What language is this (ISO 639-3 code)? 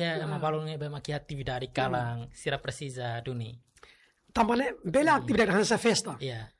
tet